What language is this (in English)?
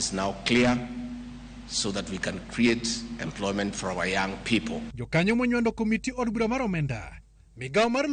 Luo (Kenya and Tanzania)